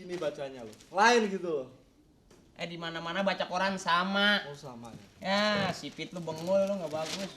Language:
Betawi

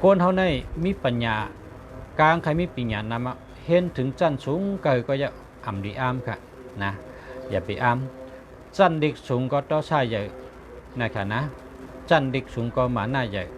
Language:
Shan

